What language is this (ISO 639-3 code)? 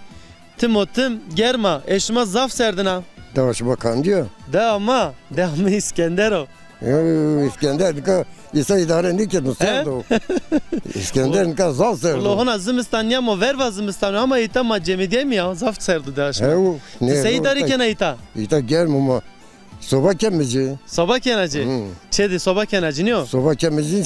zza